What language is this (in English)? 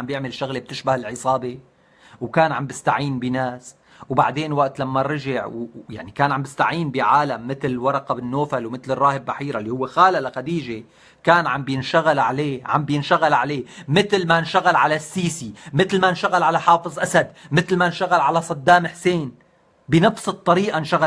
North Levantine Arabic